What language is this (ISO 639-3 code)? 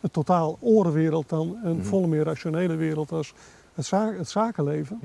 fry